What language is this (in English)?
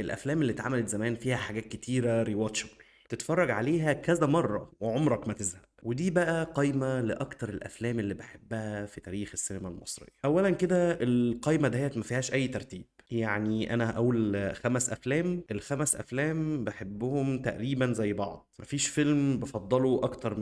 Egyptian Arabic